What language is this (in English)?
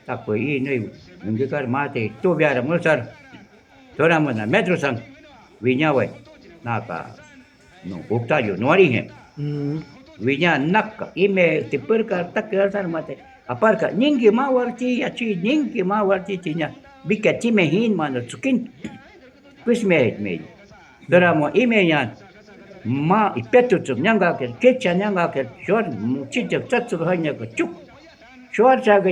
Shuar